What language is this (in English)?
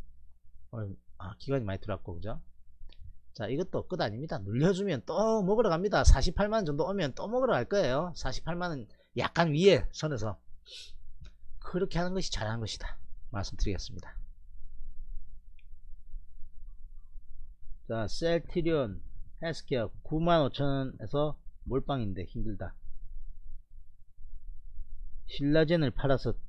Korean